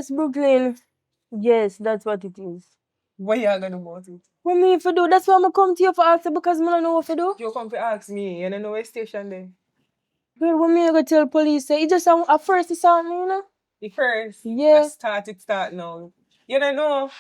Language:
Jamaican Creole English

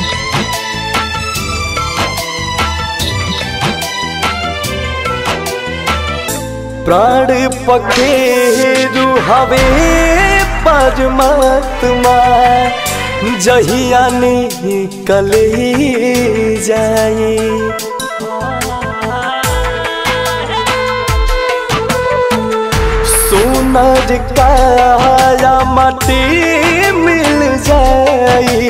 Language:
Bhojpuri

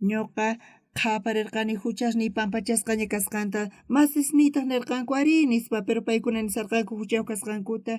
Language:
South Bolivian Quechua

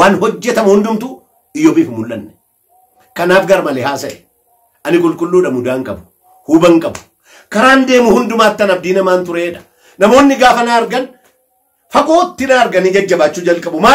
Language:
Oromo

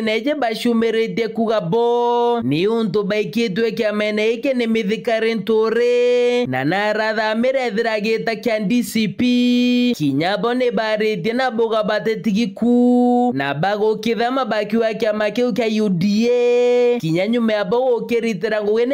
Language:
Meru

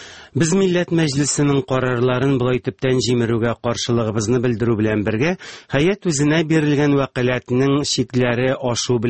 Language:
Tatar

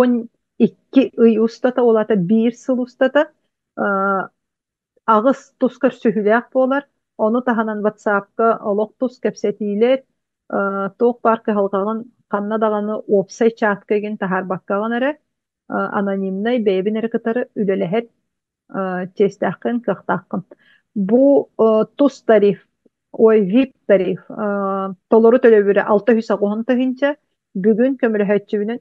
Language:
Yakut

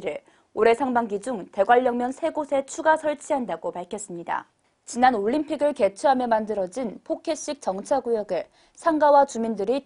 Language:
Korean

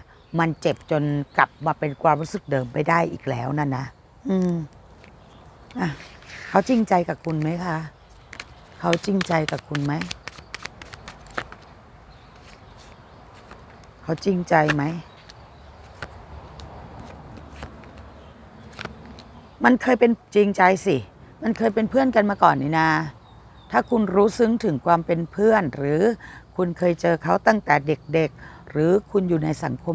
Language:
Thai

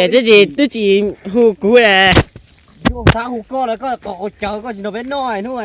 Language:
Hmong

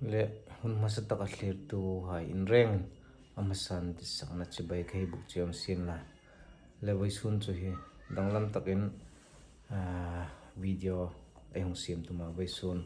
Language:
Hmar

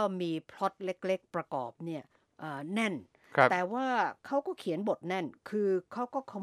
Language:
Thai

